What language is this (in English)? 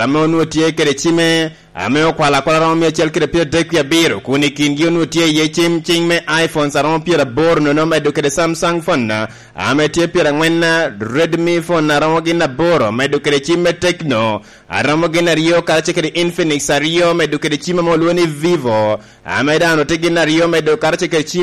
Lango (Uganda)